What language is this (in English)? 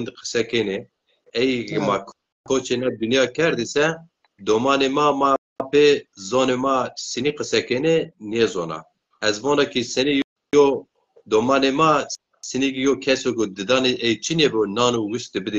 Zaza